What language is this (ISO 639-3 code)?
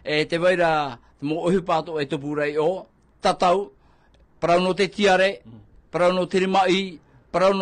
tah